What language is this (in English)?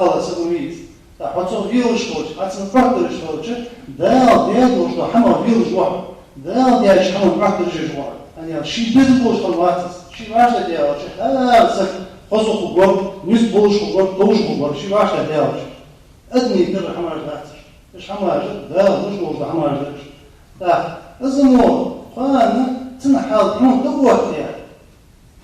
Ingush